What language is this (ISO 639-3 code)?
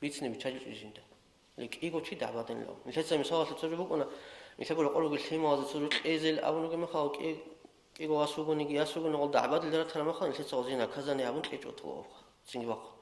ava